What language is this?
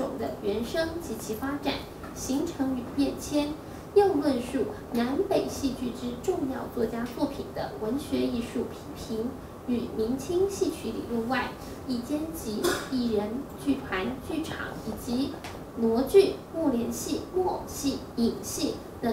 Chinese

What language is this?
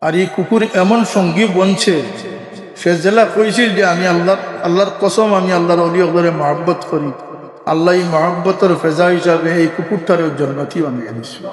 Sylheti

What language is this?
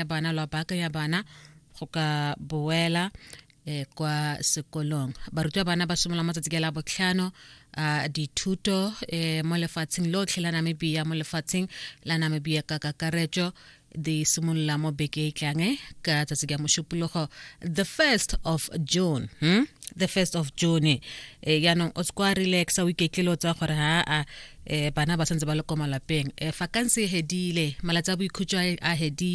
Tswana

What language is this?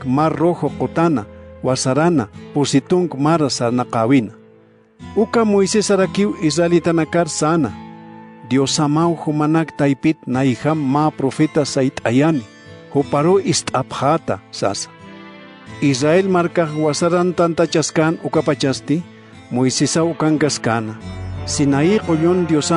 Aymara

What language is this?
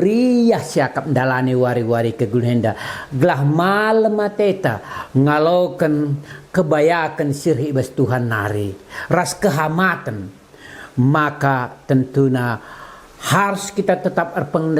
Batak Karo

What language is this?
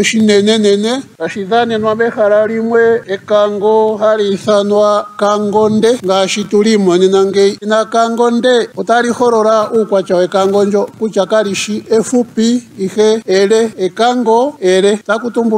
Ndonga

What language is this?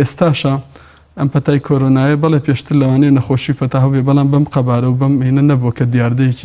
Central Kurdish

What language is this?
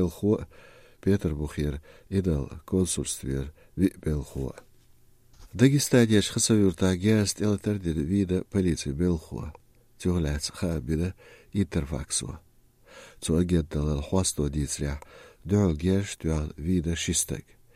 Chechen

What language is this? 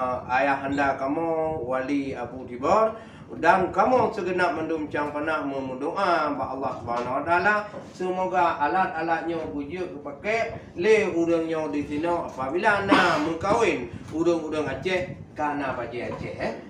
Achinese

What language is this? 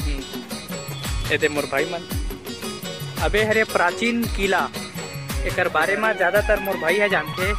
Chhattisgarhi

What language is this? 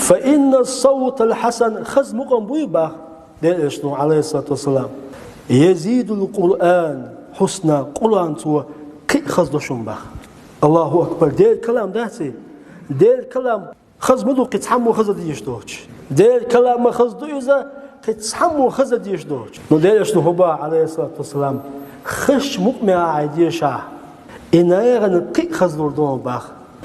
Chechen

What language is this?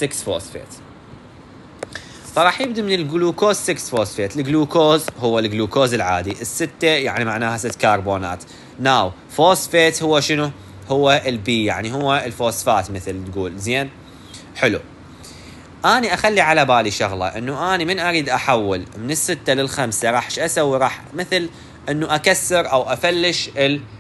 Mesopotamian Arabic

